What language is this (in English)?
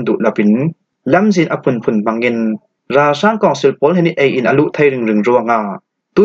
Falam Chin